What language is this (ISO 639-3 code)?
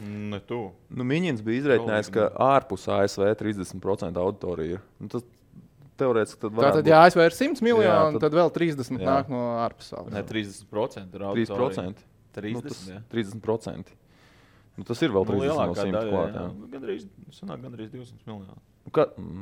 lav